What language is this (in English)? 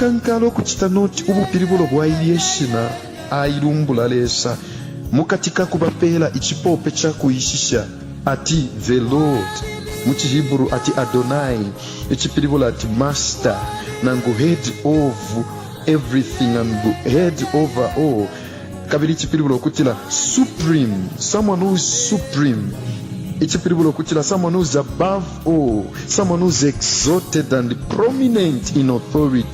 Bemba